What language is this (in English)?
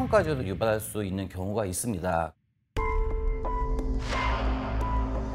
Korean